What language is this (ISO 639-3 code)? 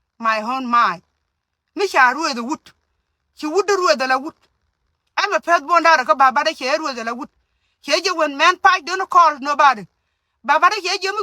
nus